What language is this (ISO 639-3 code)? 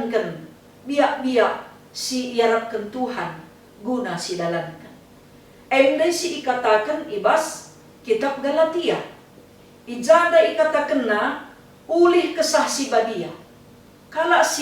btx